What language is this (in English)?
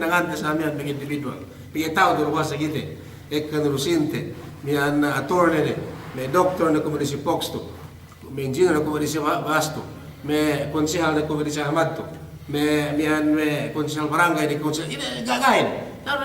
Yakan